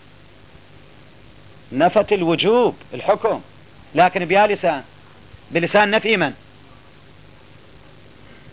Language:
Arabic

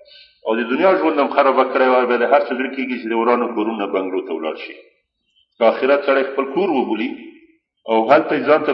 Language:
Pashto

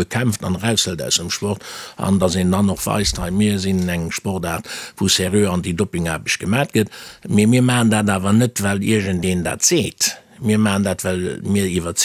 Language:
Luxembourgish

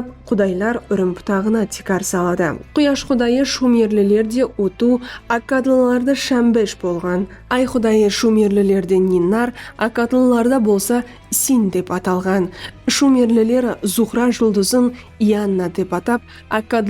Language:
Kara-Kalpak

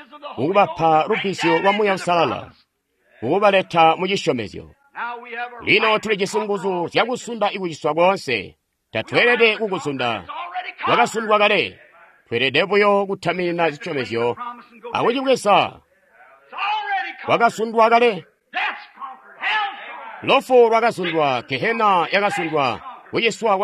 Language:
Tonga (Zambia)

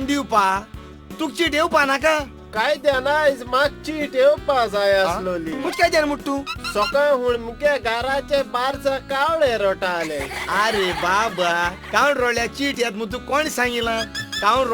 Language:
Konkani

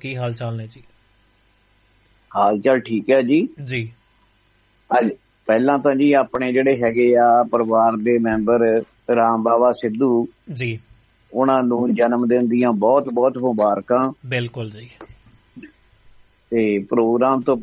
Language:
Punjabi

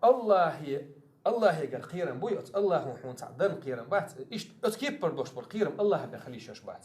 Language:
Chechen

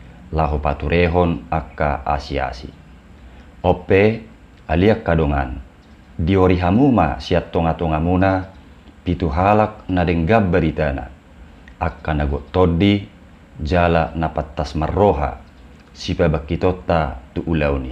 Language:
Batak Toba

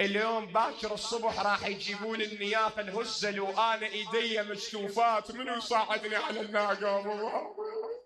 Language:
Mesopotamian Arabic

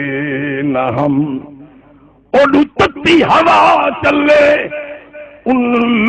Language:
Saraiki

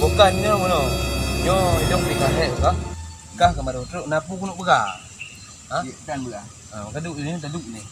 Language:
Achinese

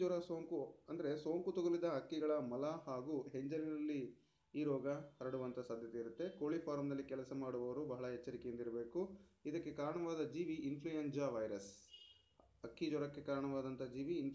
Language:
Kannada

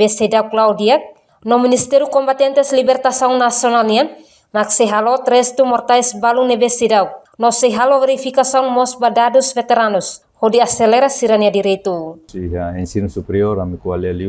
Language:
Tetum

